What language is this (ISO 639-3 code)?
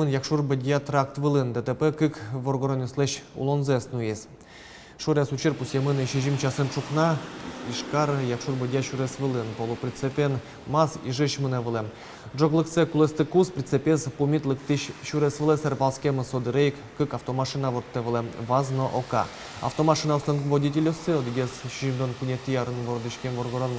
udm